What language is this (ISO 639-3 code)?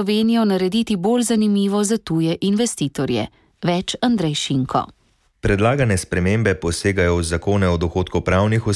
slv